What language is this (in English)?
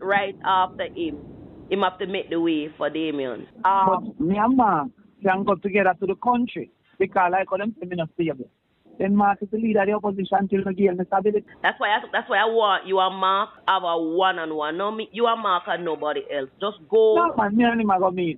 Jamaican Creole English